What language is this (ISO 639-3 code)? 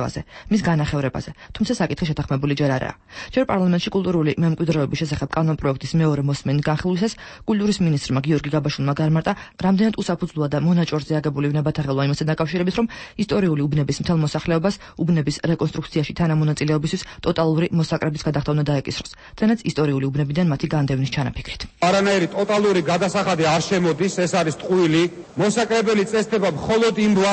kat